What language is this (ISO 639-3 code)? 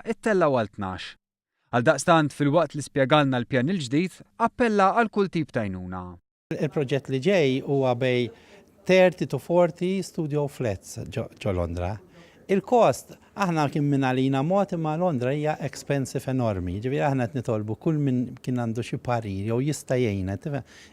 mlt